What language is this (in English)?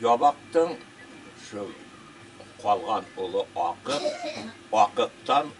Bashkir